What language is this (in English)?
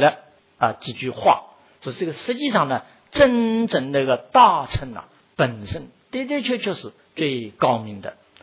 Chinese